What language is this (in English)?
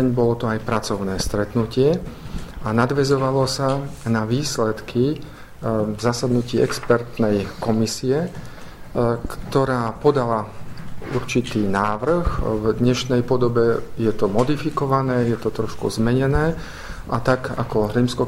Slovak